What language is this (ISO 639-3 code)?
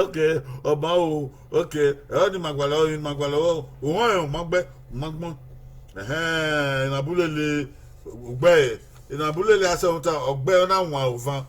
bin